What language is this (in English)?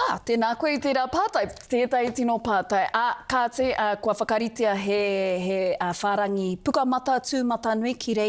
Māori